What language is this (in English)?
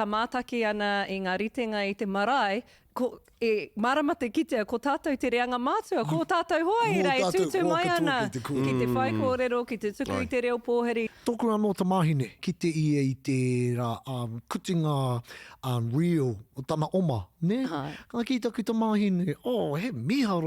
Māori